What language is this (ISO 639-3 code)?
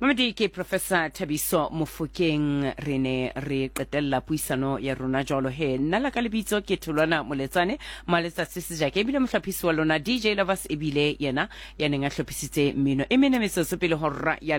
sot